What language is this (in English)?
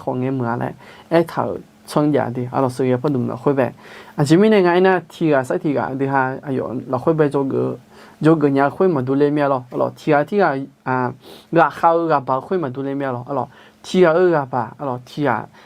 Akha